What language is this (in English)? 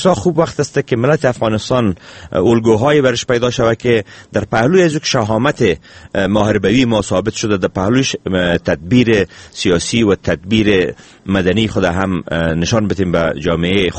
Persian